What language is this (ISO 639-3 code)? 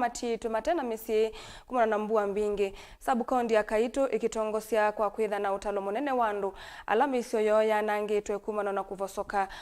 kam